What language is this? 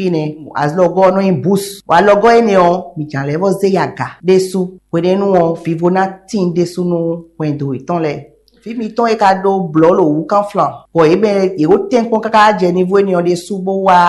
Fon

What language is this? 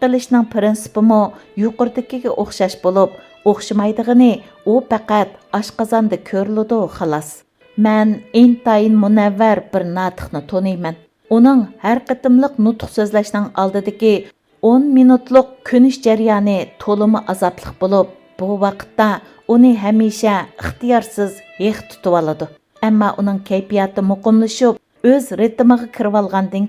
Uyghur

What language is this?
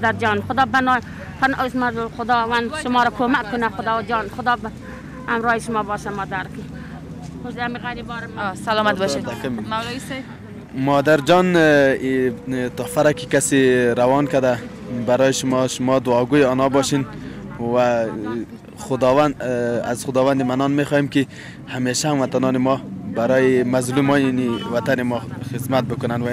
Persian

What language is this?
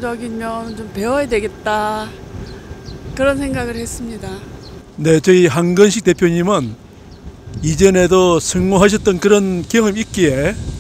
Korean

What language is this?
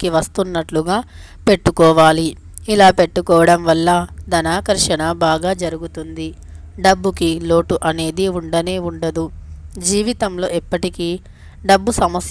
Telugu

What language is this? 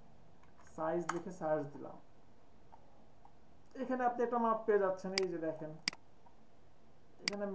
Bangla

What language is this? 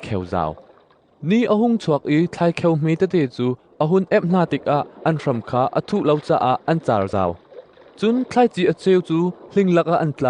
Hakha Chin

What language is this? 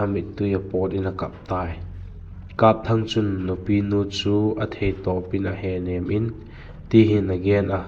Vaiphei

